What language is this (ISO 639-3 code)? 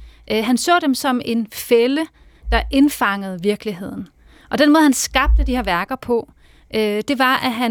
dan